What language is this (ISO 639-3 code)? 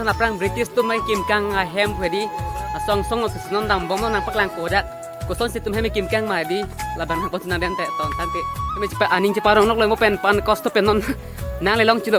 mjw